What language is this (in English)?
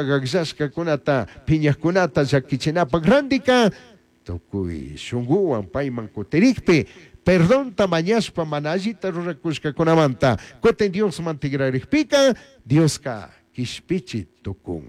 Chimborazo Highland Quichua